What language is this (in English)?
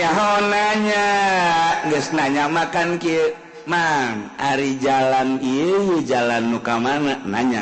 Sundanese